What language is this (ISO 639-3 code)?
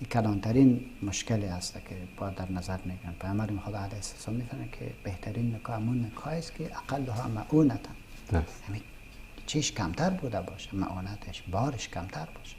fas